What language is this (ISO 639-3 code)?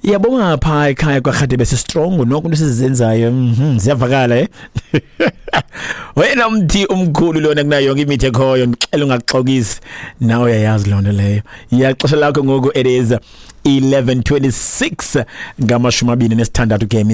xho